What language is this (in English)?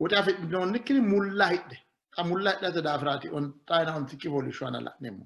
Sidamo